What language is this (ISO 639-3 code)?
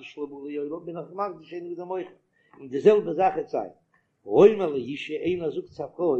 yid